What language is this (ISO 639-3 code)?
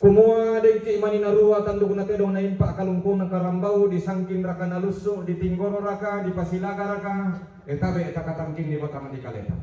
sda